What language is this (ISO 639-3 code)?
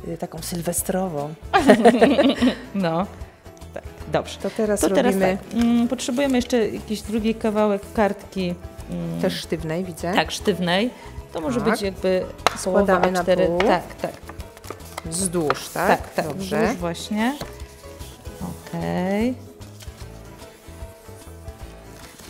pol